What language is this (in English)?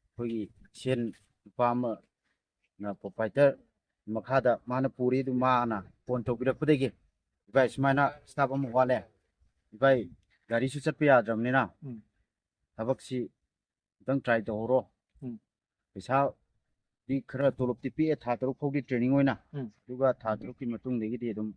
Manipuri